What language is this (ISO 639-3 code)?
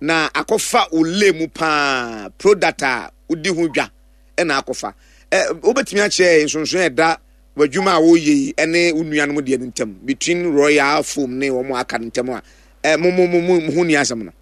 aka